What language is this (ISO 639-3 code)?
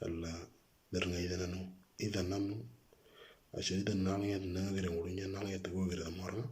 mor